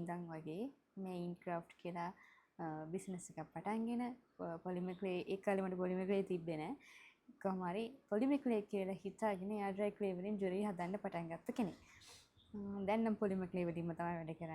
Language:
Sinhala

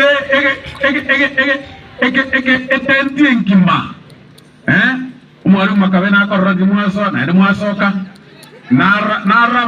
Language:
Gusii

